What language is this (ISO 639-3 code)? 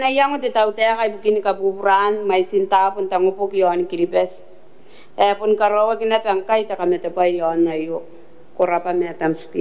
gil